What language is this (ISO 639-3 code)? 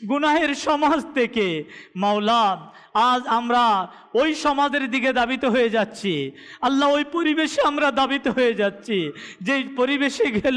ben